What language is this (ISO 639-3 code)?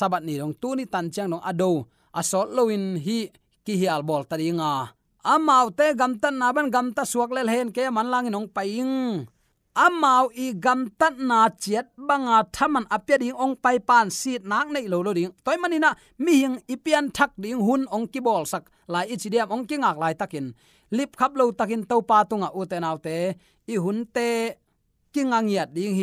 ctd